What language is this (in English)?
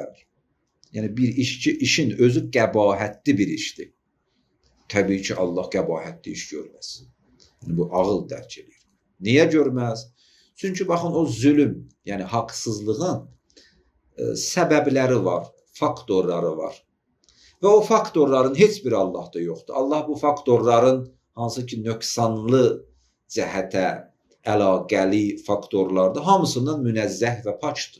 Azerbaijani